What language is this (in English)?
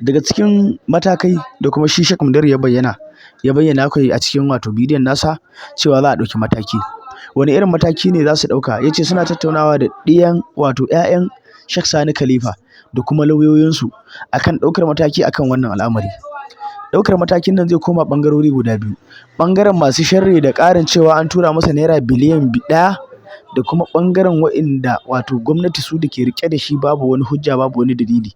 Hausa